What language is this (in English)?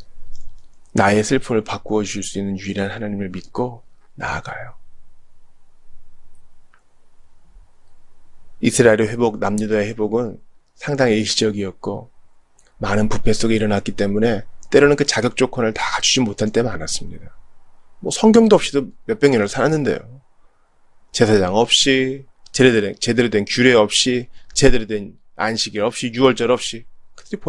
Korean